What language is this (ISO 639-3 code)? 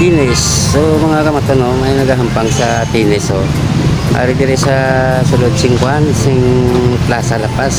hil